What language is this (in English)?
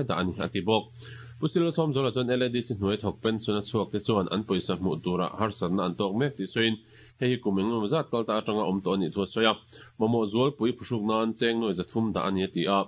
Mizo